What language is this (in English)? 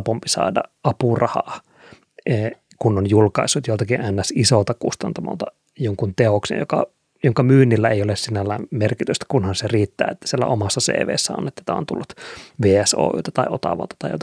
Finnish